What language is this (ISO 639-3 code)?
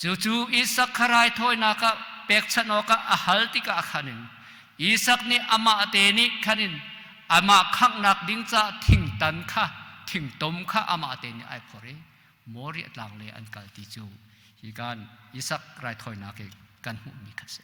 cnh